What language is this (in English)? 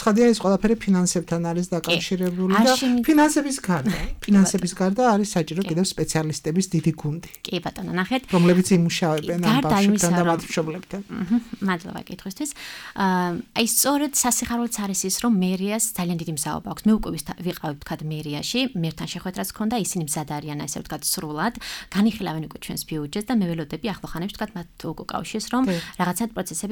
Georgian